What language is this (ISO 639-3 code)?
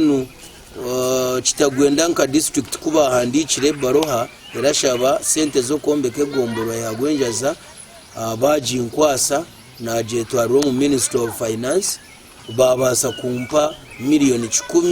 nyn